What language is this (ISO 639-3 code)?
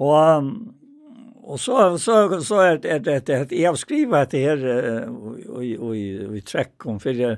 fao